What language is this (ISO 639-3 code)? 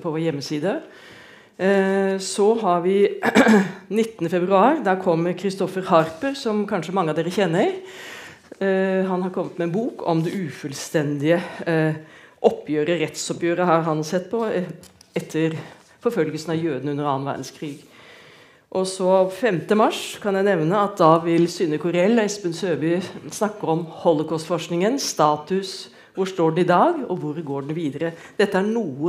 nor